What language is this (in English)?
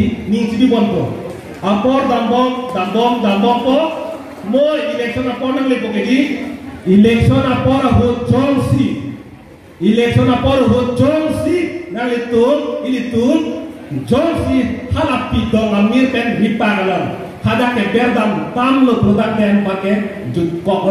Karbi